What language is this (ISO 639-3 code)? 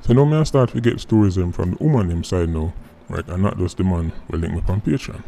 jam